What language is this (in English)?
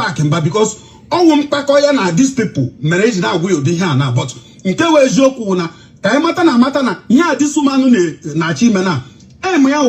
Igbo